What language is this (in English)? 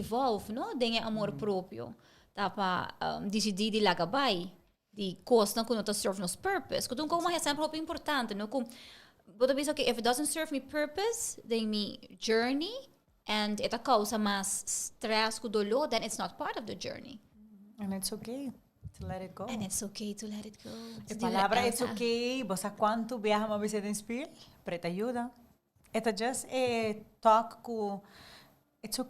Papiamento